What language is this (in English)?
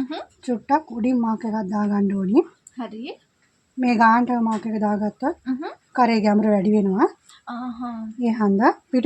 Sinhala